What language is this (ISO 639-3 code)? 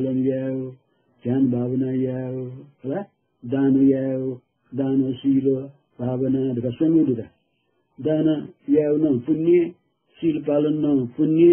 new